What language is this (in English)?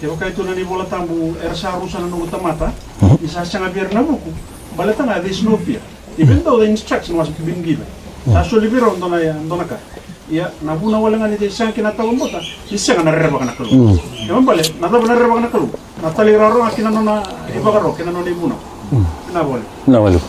Fijian